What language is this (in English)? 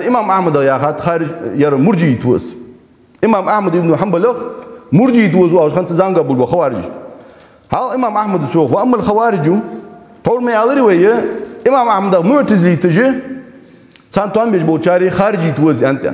Ingush